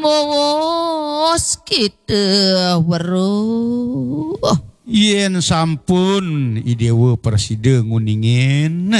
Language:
Balinese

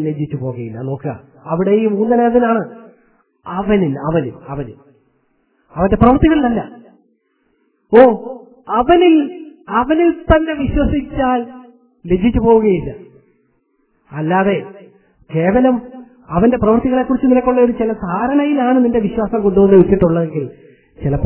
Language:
Malayalam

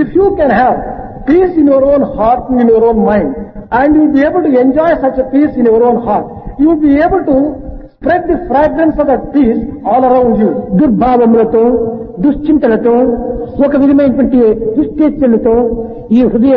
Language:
Telugu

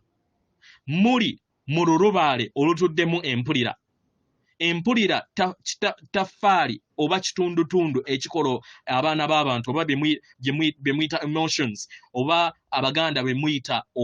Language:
Ganda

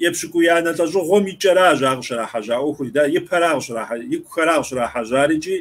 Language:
Kabardian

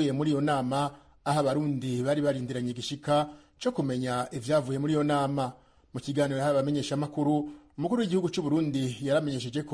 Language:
Rundi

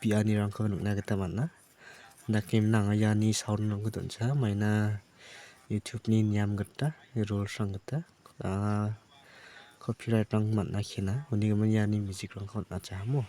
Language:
Garo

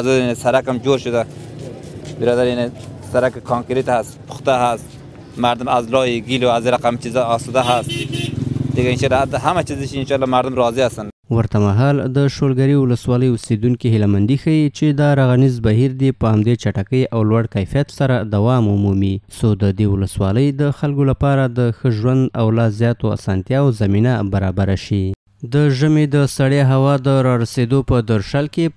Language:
Pashto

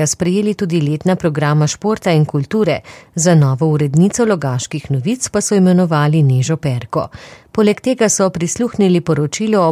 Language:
Slovenian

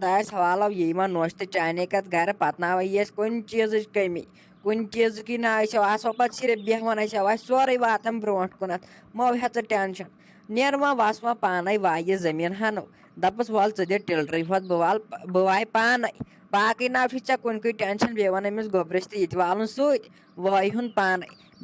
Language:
Kashmiri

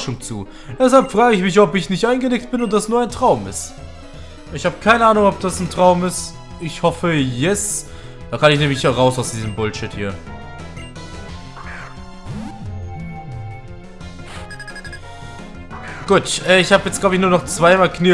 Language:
German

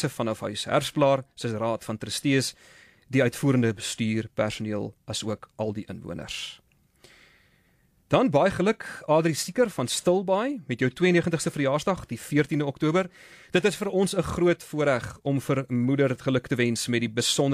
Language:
Afrikaans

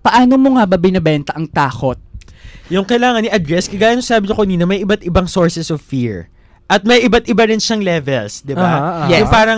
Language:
Filipino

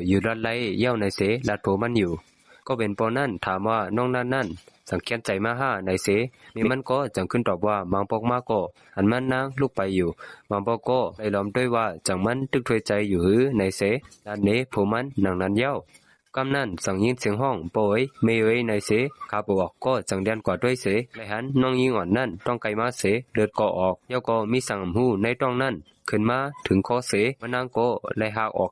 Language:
Shan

